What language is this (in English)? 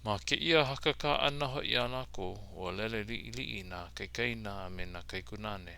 Hawaiian